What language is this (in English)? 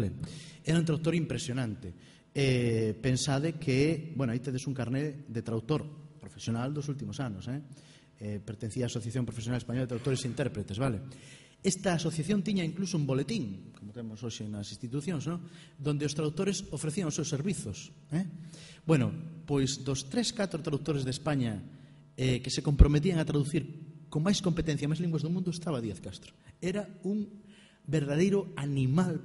Galician